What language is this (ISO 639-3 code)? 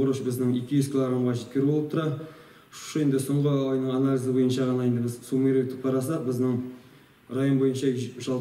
tat